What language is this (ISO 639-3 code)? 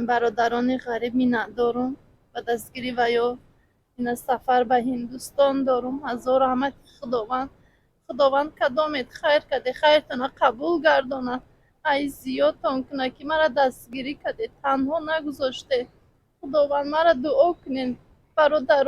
tgk